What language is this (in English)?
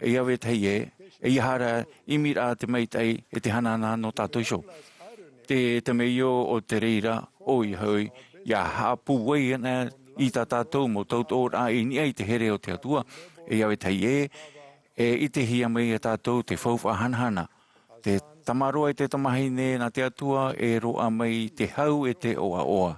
Tahitian